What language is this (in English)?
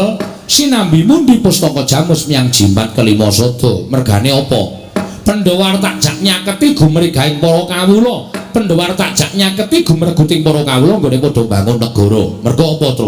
Javanese